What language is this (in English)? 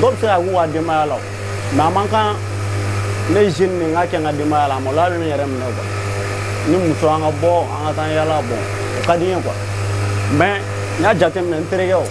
Bambara